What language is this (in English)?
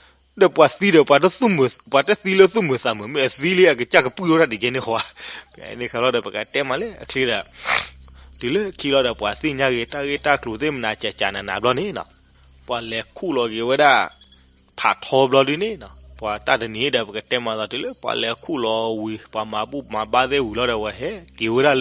S'gaw Karen